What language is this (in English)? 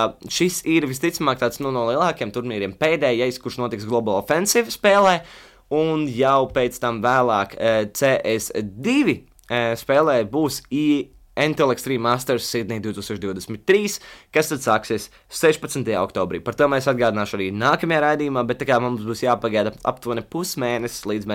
Latvian